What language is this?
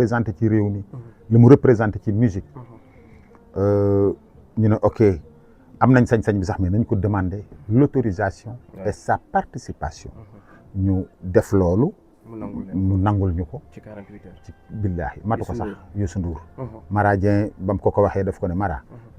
Wolof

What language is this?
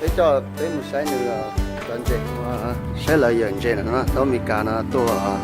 Hmong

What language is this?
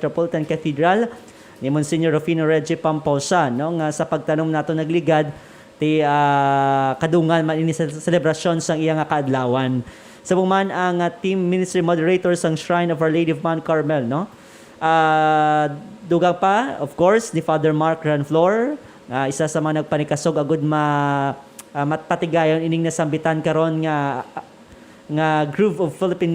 Hiligaynon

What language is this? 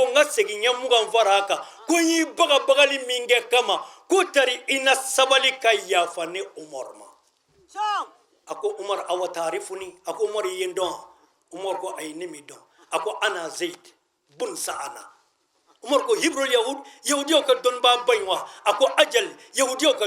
Bambara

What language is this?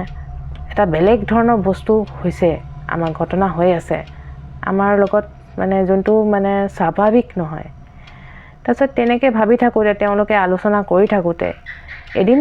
Assamese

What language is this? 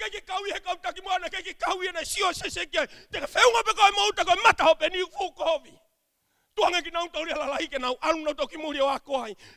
Tongan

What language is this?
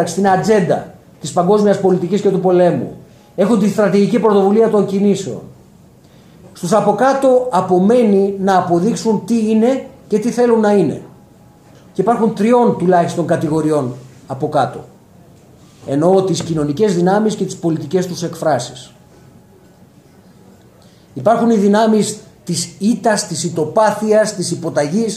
Greek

